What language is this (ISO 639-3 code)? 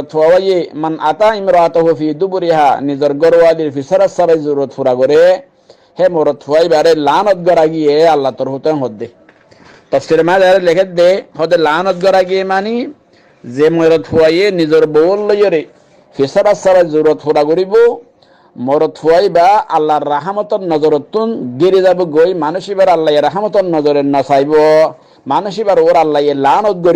rhg